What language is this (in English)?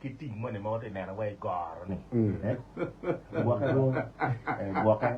Acoli